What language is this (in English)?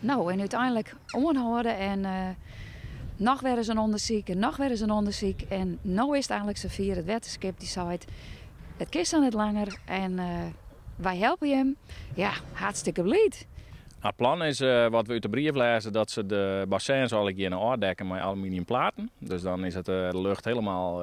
Western Frisian